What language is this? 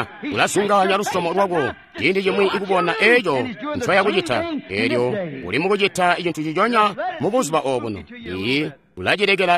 Tonga (Zambia)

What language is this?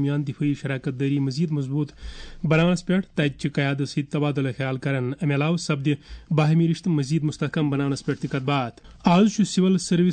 Kashmiri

